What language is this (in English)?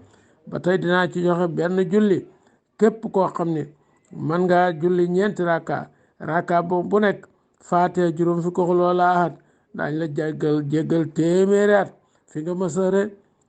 Wolof